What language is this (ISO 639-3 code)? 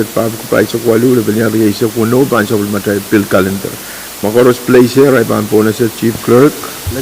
pon